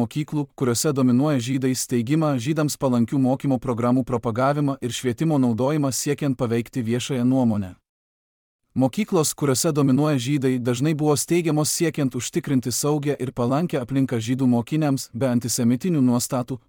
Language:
Lithuanian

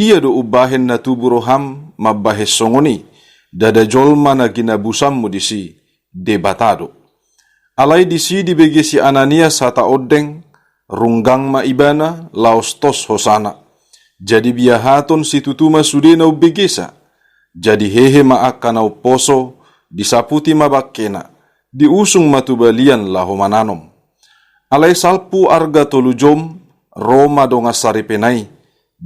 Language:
Batak Toba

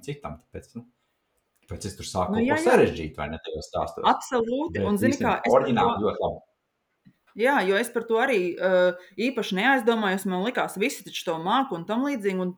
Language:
Latvian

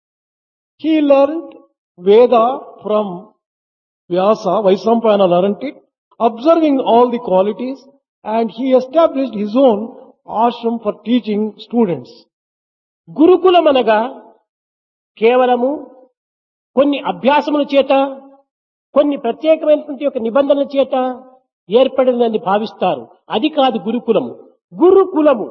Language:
Telugu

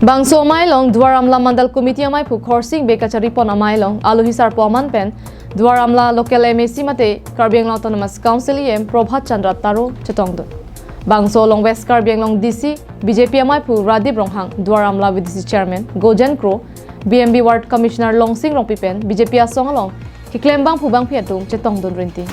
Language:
Karbi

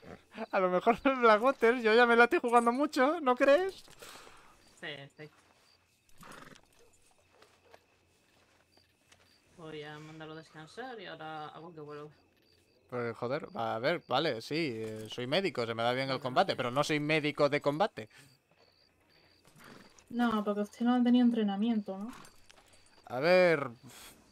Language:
Spanish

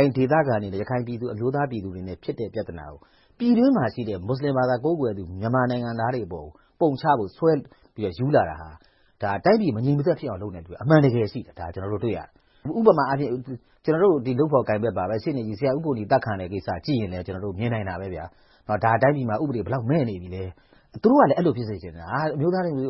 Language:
Burmese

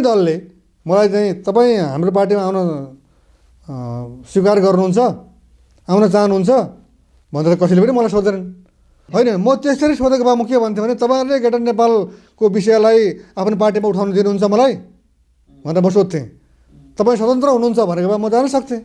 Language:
Nepali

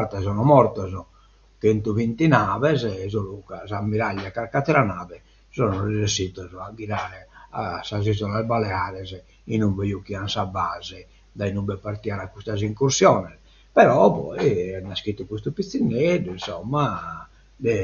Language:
Sardinian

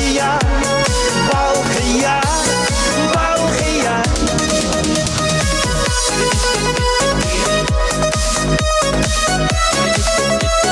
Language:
Kara-Kalpak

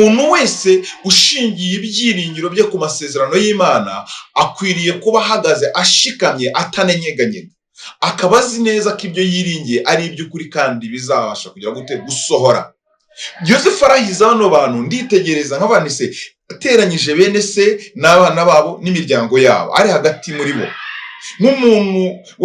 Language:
Kinyarwanda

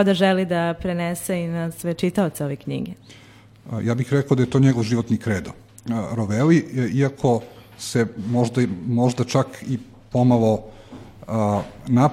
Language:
Serbian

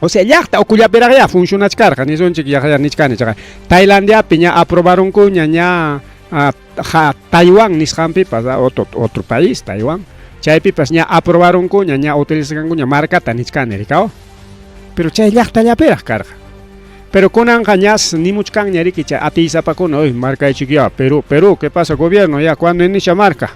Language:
Ayacucho Quechua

